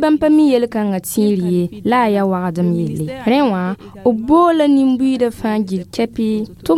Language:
Mossi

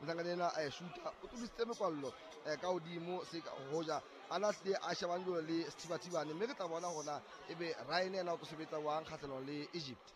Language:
Southern Sotho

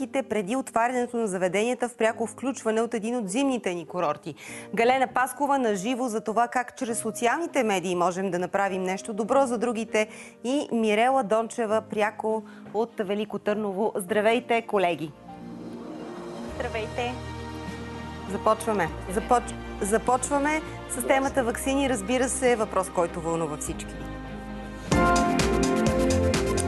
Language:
Bulgarian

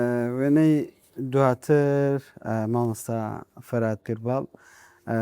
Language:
Central Kurdish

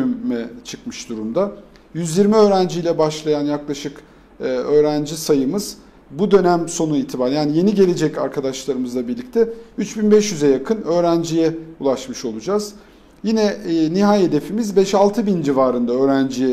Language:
Turkish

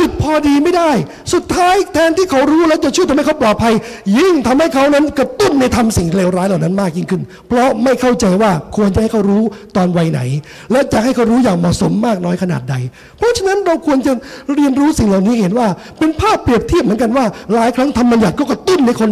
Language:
Thai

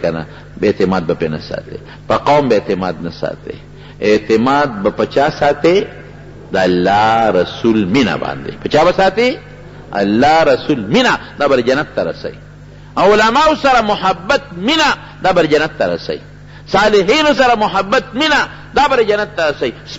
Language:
Pashto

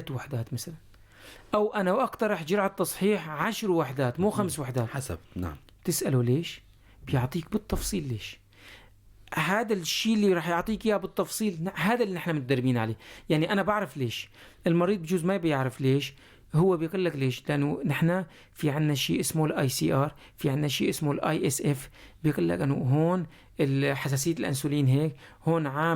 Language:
North Levantine Arabic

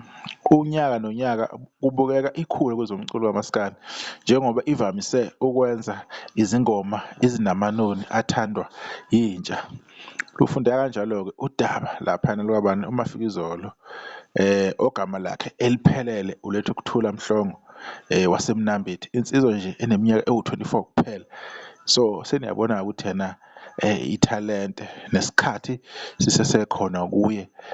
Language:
Zulu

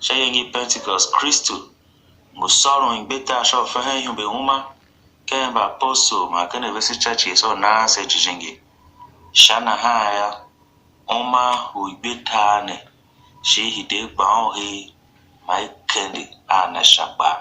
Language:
Tiv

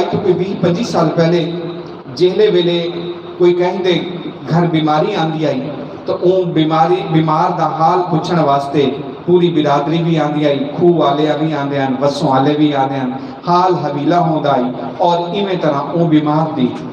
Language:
Saraiki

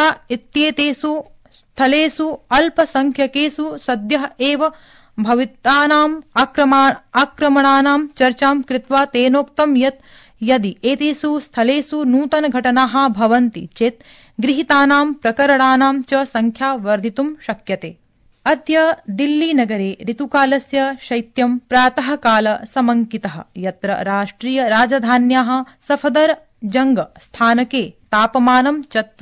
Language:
Sanskrit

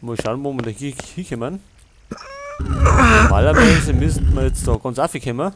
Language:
Bavarian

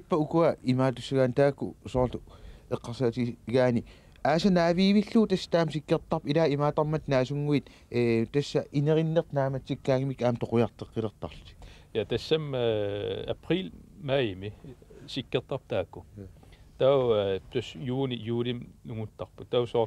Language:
Kalaallisut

